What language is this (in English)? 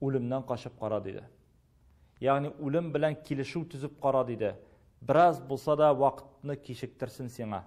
Tatar